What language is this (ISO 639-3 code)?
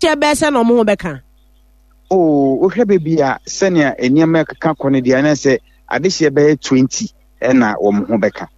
aka